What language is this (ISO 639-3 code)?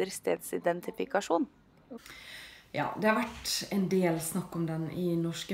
nor